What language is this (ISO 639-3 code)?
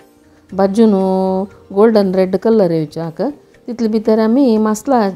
kok